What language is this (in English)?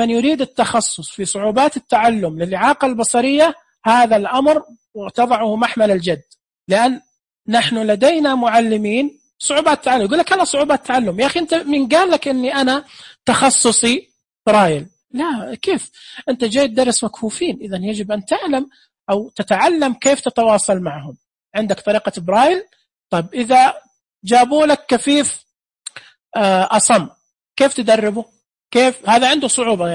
Najdi Arabic